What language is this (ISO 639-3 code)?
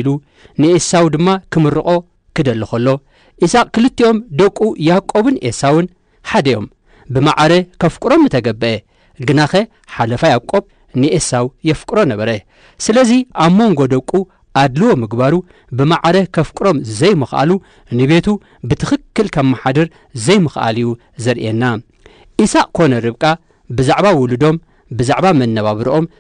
tir